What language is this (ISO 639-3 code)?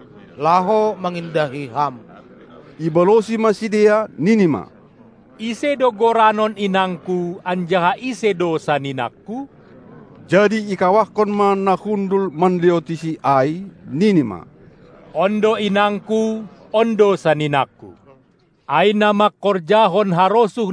bts